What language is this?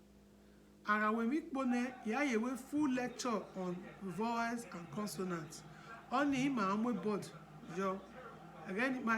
Bini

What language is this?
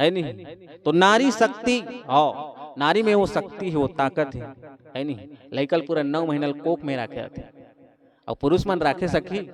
Chhattisgarhi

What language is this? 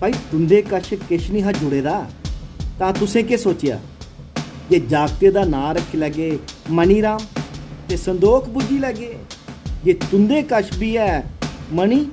Dogri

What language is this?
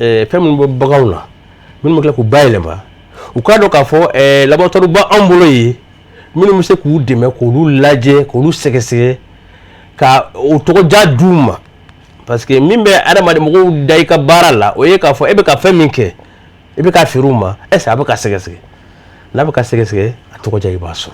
Bambara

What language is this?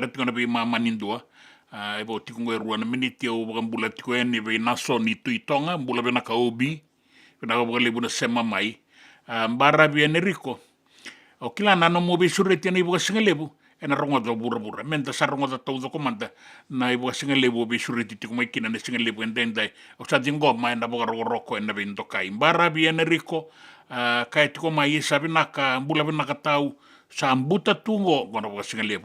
Fijian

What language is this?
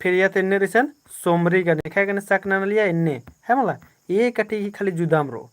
Kurukh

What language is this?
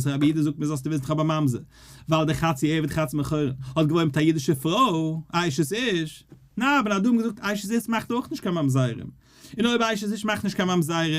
Yiddish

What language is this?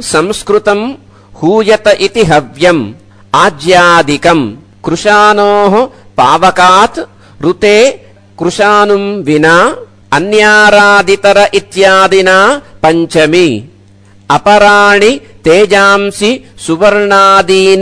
Sanskrit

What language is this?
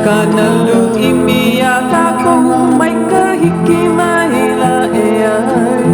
Hawaiian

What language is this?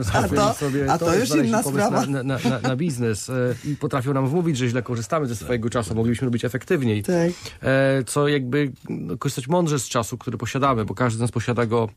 Polish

